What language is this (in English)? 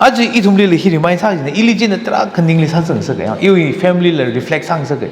Tangkhul Naga (India)